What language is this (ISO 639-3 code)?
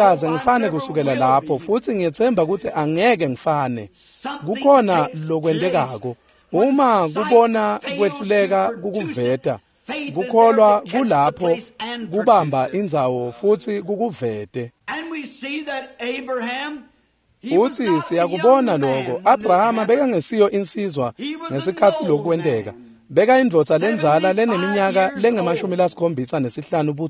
ssw